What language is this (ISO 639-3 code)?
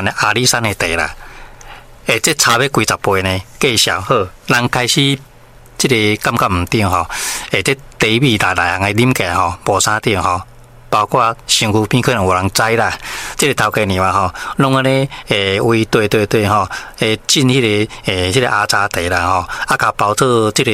nan